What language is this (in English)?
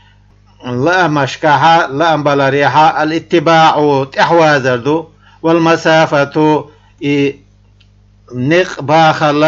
Chechen